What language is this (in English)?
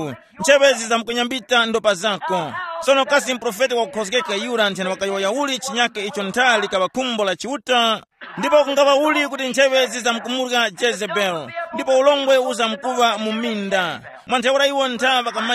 Tumbuka